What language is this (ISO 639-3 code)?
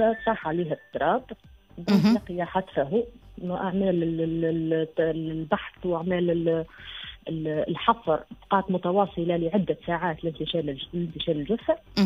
aeb